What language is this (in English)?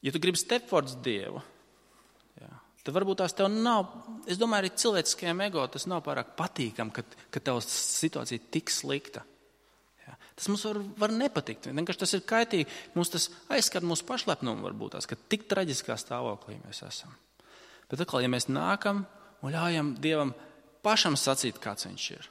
Latvian